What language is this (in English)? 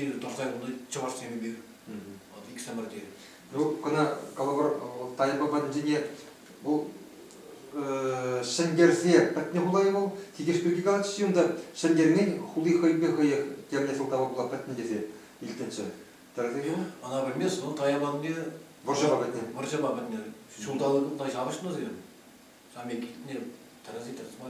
Chuvash